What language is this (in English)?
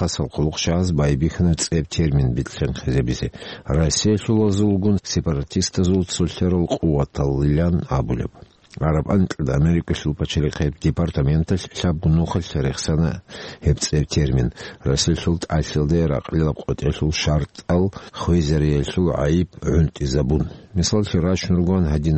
Avaric